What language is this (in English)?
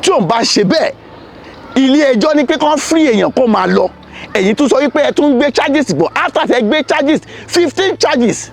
Yoruba